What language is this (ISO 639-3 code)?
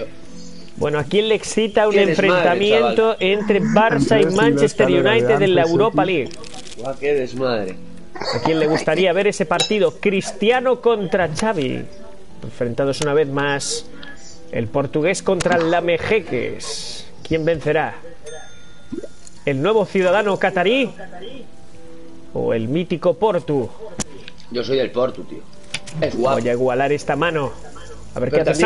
spa